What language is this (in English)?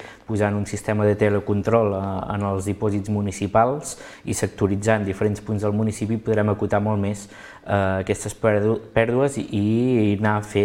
Catalan